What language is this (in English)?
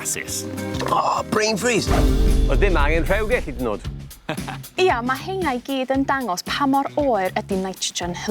Welsh